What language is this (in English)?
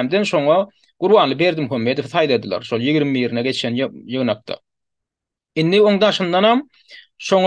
Turkmen